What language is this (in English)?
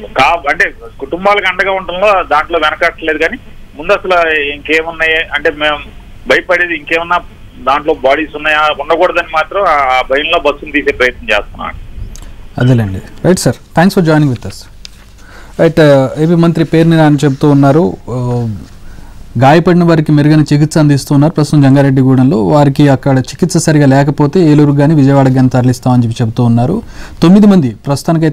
Telugu